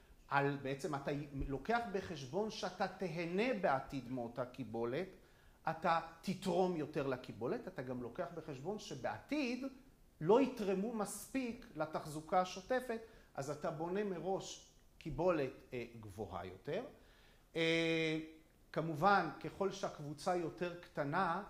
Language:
Hebrew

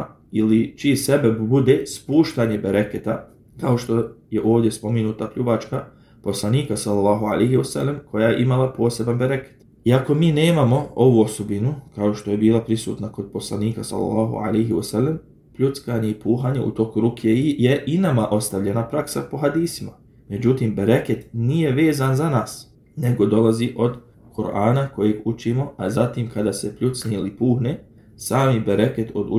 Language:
Bosnian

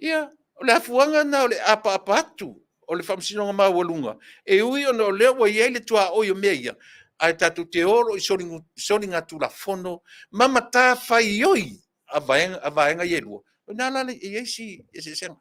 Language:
Samoan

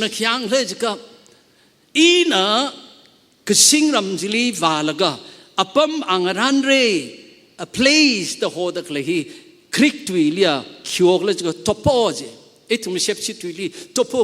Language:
Tangkhul Naga (India)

